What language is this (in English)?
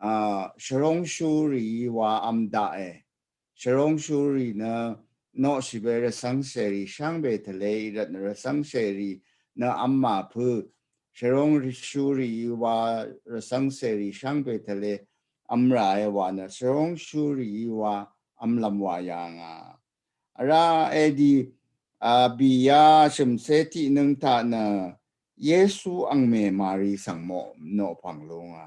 Rawang